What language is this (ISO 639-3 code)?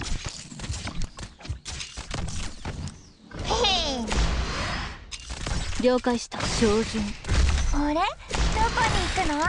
jpn